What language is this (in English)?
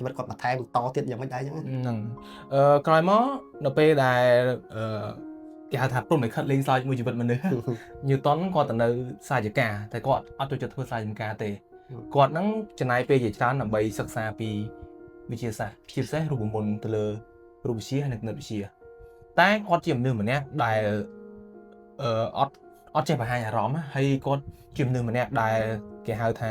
Khmer